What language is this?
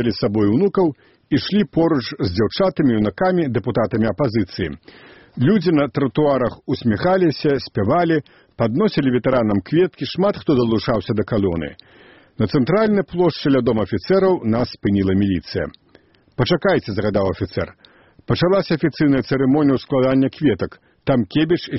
Belarusian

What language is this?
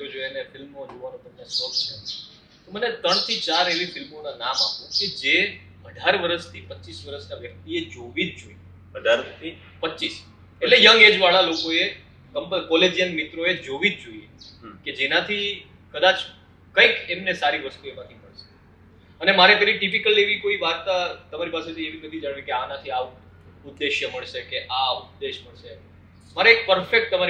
Gujarati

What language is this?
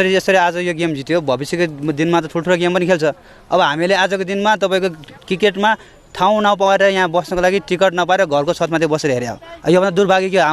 Nepali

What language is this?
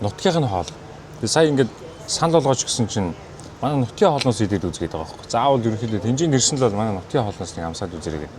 Mongolian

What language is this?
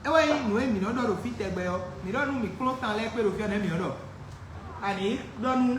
Fon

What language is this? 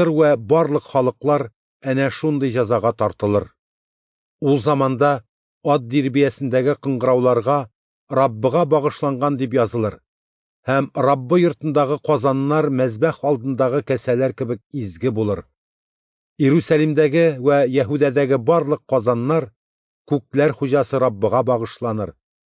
Tatar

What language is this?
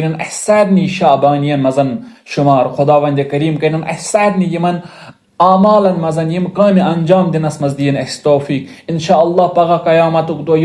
Kashmiri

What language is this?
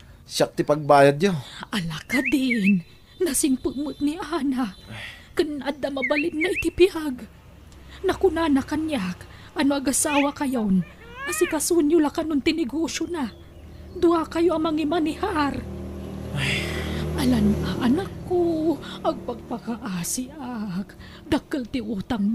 Iloko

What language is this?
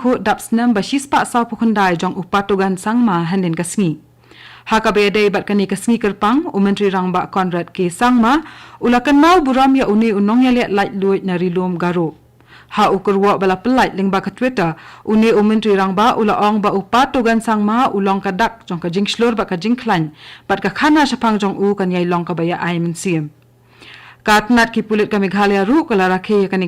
Khasi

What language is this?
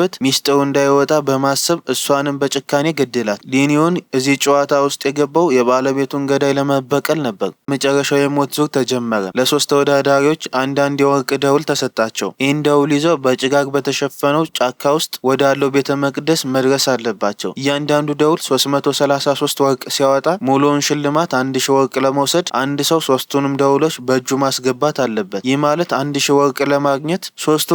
Amharic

